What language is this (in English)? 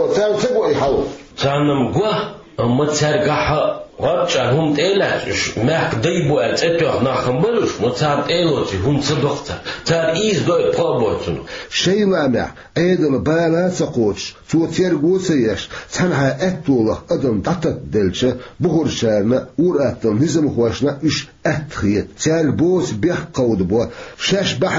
Chechen